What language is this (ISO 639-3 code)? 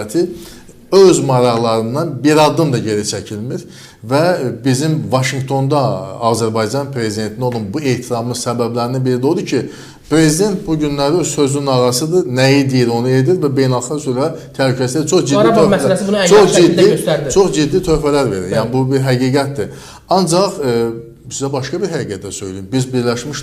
aze